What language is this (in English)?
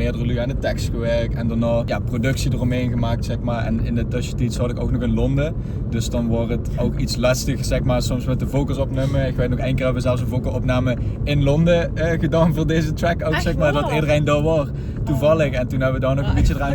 Limburgish